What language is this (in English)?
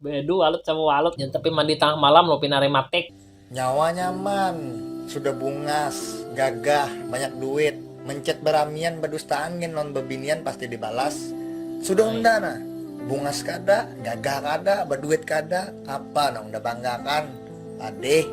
Banjar